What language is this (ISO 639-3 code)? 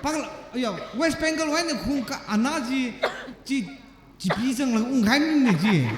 nmf